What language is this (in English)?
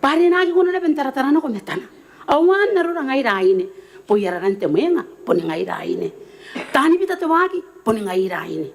Gilbertese